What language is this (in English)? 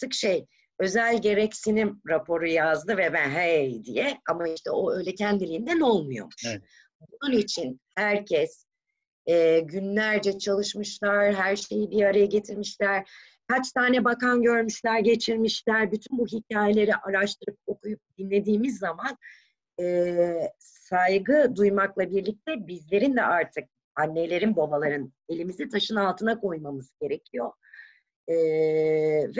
Turkish